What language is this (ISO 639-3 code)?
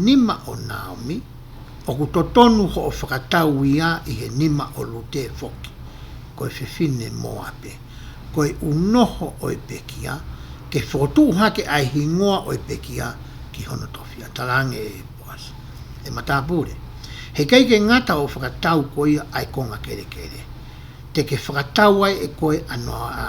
ton